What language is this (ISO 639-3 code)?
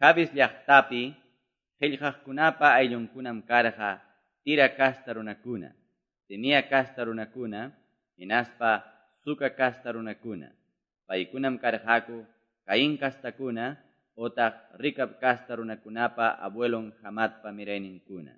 que